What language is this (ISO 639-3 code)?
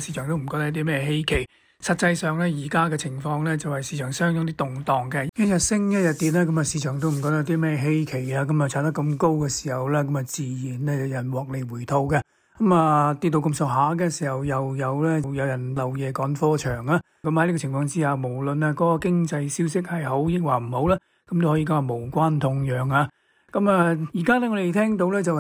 yue